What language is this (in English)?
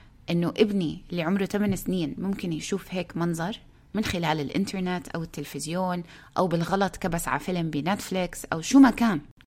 North Levantine Arabic